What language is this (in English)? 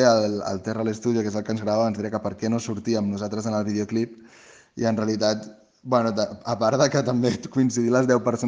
Catalan